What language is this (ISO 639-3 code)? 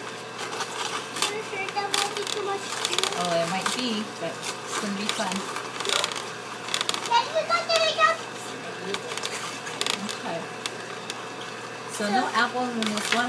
eng